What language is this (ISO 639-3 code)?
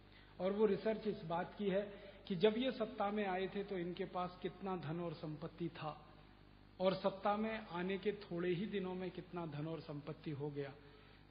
hin